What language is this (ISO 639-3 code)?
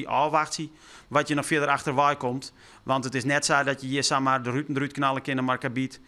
fry